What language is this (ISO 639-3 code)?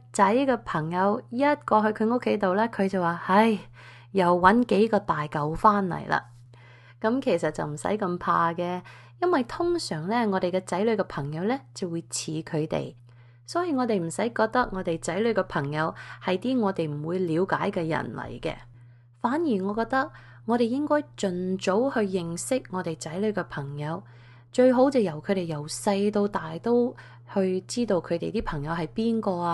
yue